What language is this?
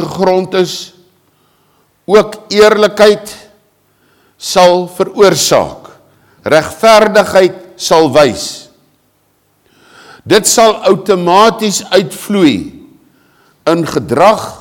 Afrikaans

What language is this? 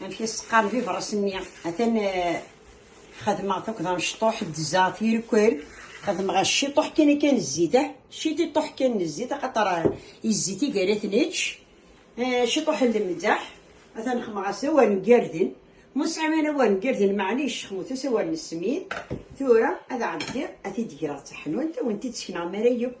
Kabyle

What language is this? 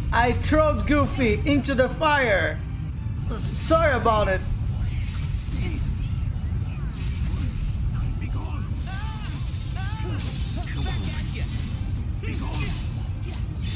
English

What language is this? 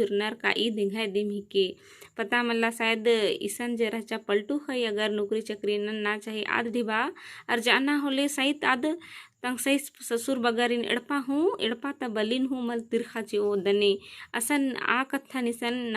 Kurukh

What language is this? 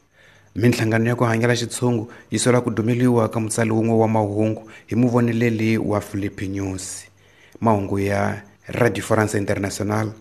Tsonga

